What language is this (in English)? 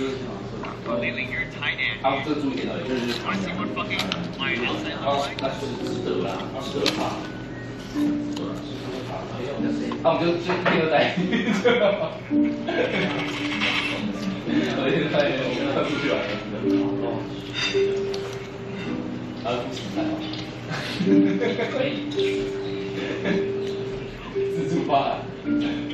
Chinese